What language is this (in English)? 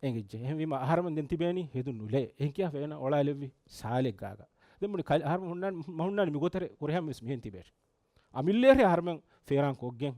Divehi